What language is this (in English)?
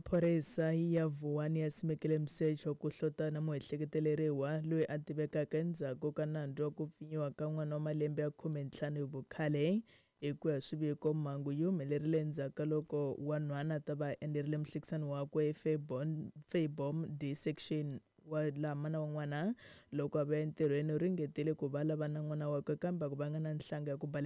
Tsonga